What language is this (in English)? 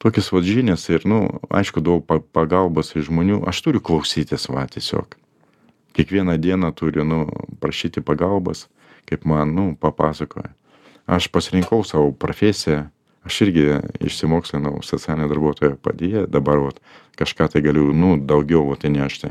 Lithuanian